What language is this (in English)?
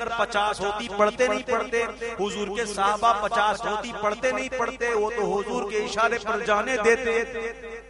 Urdu